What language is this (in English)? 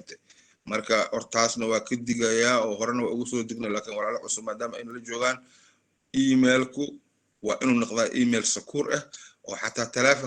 Somali